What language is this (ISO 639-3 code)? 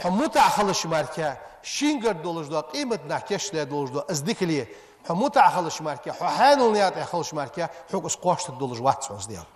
inh